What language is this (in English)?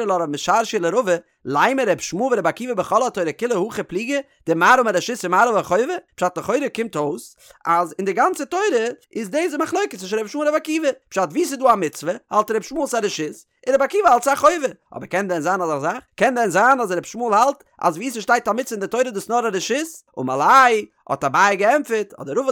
Yiddish